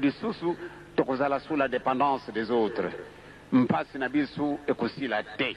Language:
Lingala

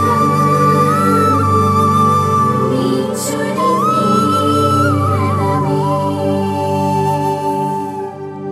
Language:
Malayalam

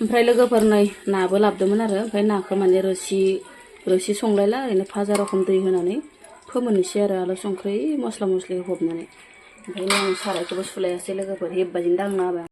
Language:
Bodo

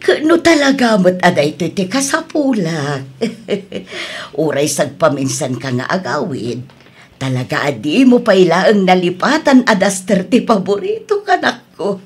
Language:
Iloko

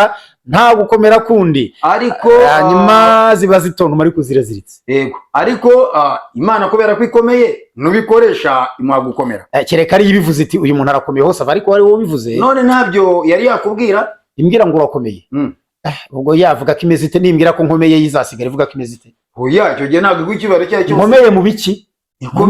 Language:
Kinyarwanda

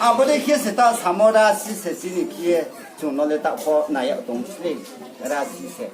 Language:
Riang (India)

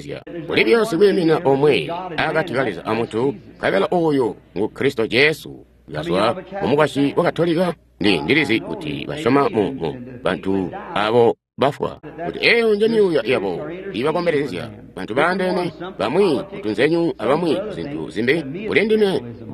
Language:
Tonga (Zambia)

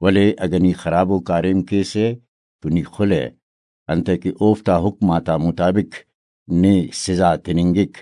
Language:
Brahui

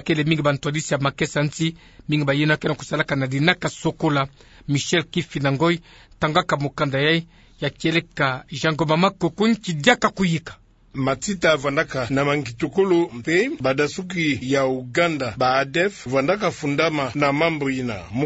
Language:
Kituba (Democratic Republic of Congo)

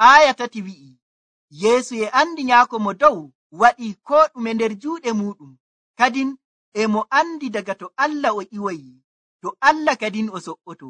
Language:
Nigerian Fulfulde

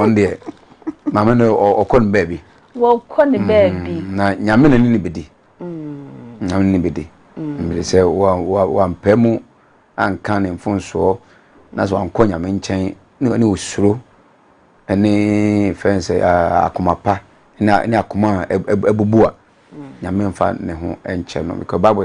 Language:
Akan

